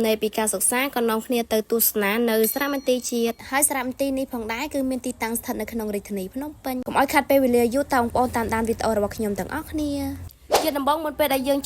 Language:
Khmer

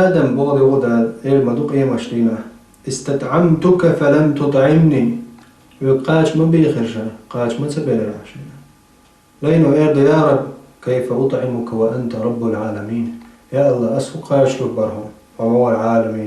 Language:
Chechen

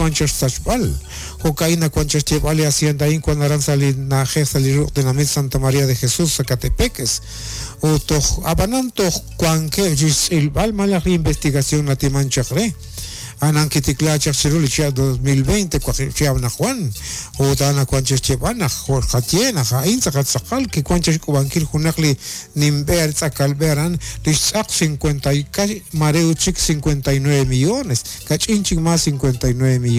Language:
Kekchí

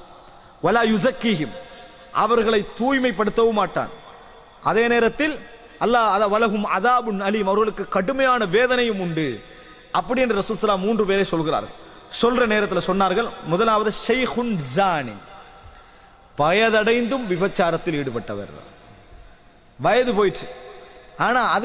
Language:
Tamil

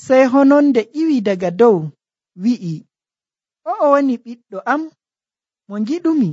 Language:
Nigerian Fulfulde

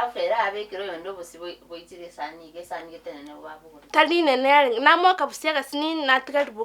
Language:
Gusii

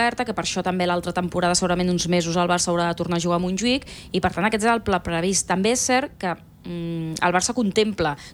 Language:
Catalan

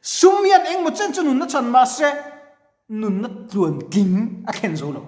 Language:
Mizo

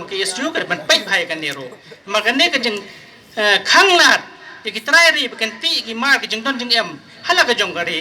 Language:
Khasi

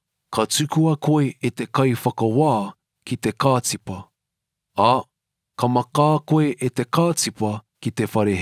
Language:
Māori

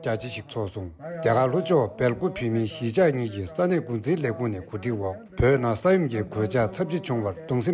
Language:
Tibetan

